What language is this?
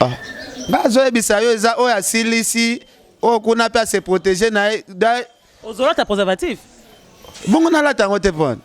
Lingala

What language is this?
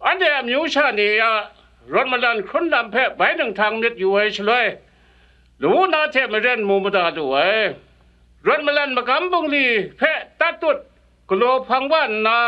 Kachin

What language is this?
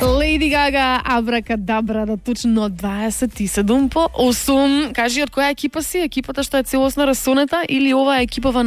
Macedonian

